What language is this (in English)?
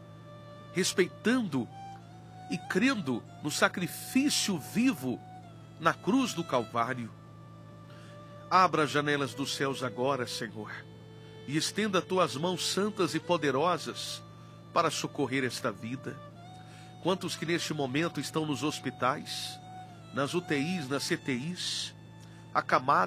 Portuguese